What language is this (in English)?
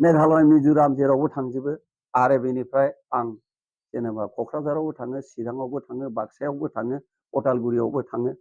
Bodo